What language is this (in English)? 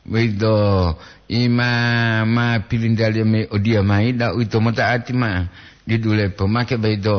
Gorontalo